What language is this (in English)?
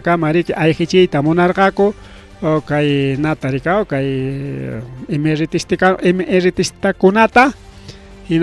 Ayacucho Quechua